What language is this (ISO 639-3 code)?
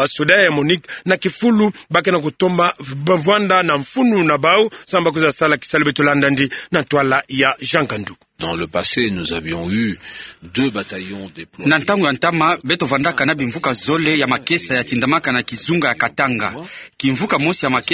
ktu